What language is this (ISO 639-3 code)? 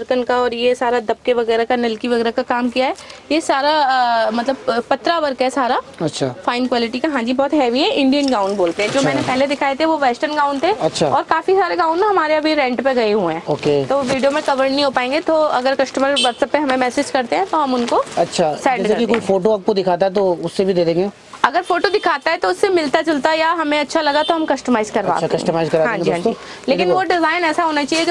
hin